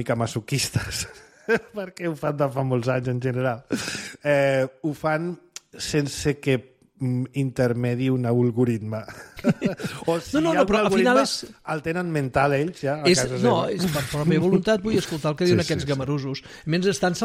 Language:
Catalan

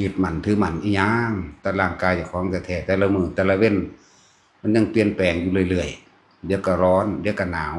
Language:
Northeastern Thai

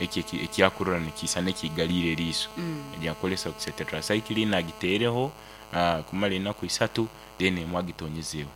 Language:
Nyoro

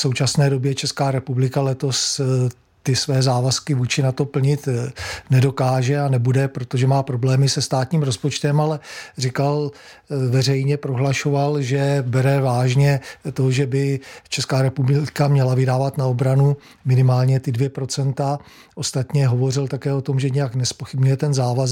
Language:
Czech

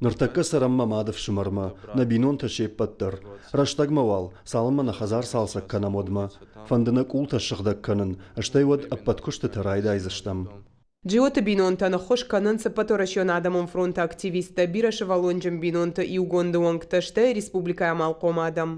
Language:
Ossetic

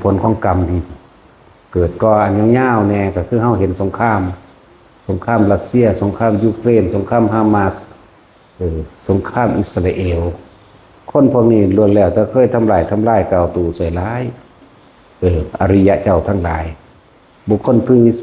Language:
Lao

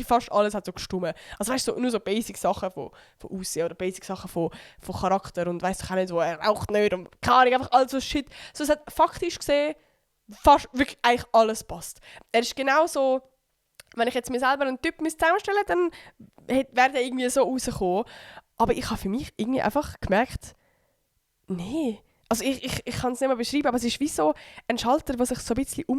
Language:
Swiss German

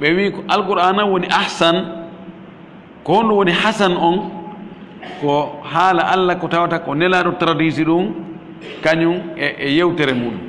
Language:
Fula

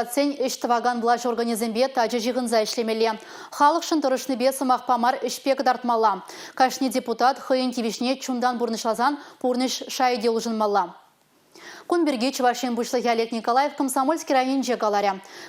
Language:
Chuvash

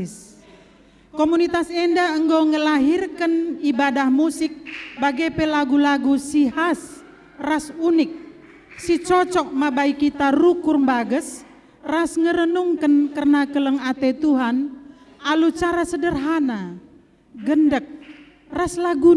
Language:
Batak Karo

